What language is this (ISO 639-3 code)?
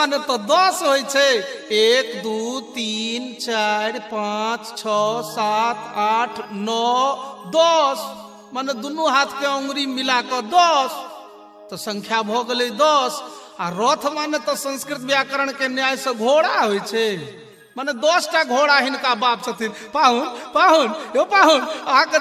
mai